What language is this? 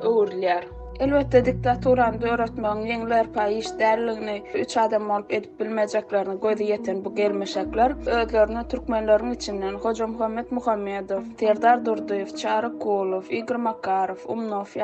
Turkmen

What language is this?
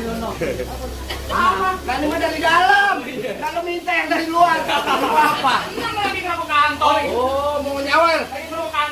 Betawi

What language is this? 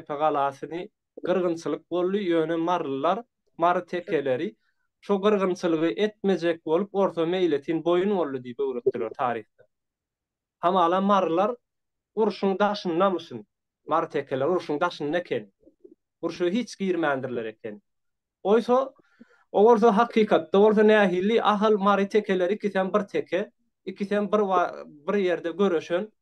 Turkmen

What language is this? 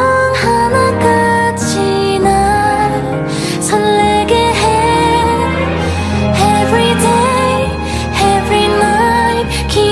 Korean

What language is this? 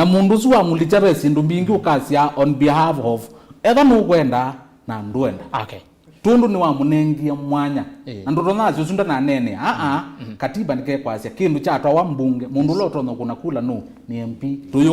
Kamba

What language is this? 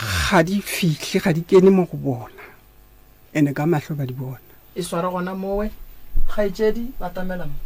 Northern Sotho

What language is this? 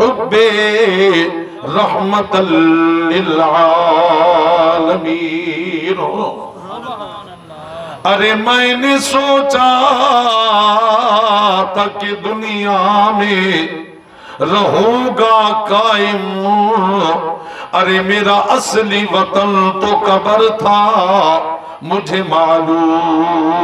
Urdu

